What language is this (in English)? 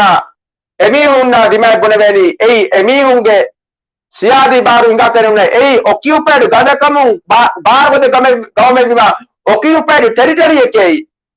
Divehi